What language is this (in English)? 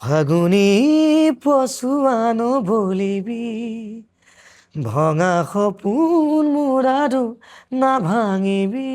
Assamese